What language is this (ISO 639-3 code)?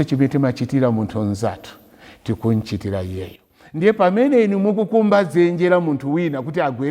nya